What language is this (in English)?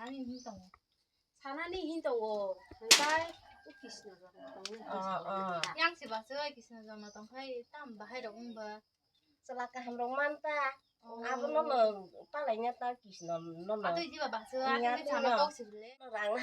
Kok Borok